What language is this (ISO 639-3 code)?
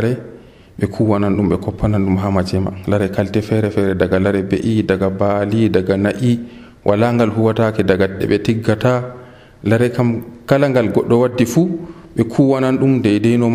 fuv